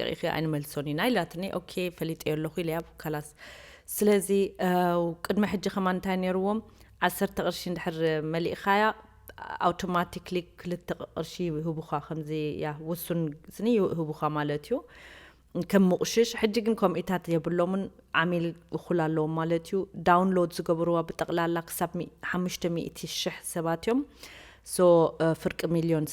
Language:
Tigrinya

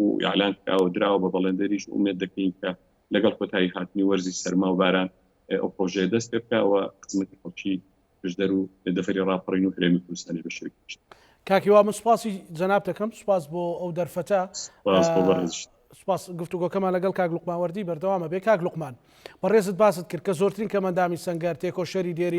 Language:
Central Kurdish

